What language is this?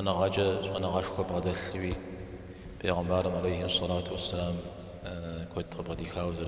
Kabardian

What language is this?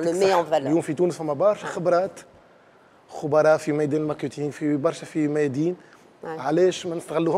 Tunisian Arabic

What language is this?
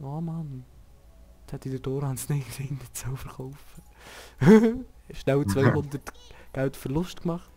Swiss German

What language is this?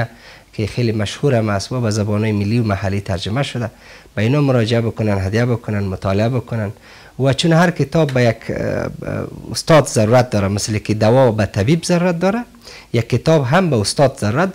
Persian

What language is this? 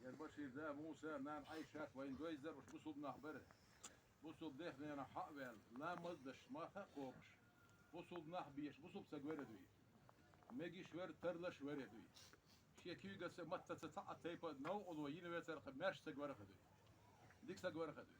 Ingush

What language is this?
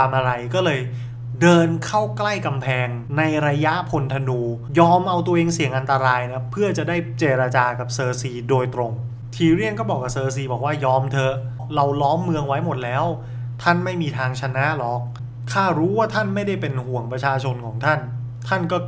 Thai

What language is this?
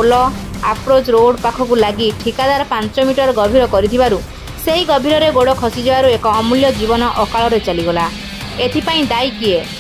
Odia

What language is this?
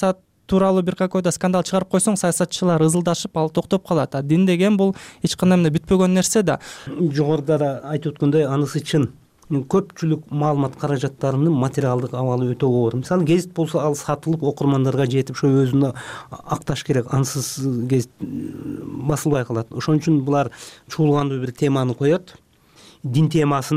Kyrgyz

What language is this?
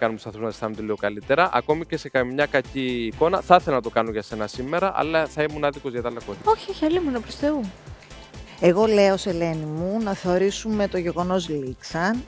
Greek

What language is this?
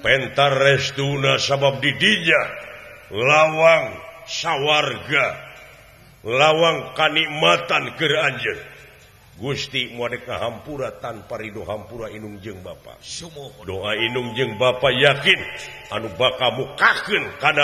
Sundanese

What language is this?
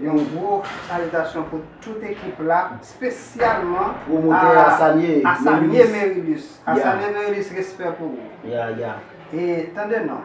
Haitian Creole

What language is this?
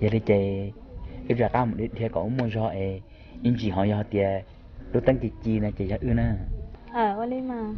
Hmong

